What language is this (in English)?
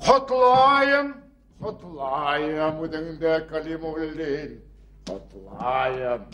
Bashkir